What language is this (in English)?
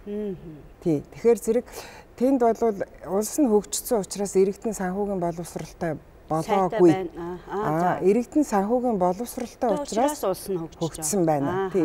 Mongolian